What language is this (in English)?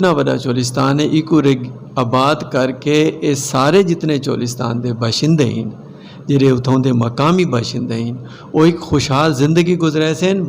Saraiki